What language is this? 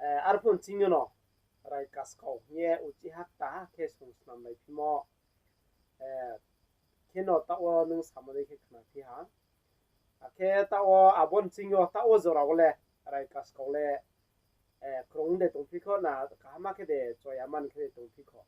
Riang (India)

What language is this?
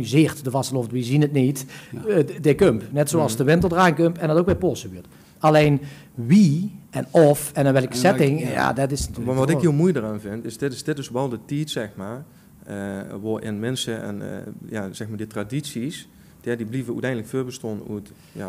Limburgish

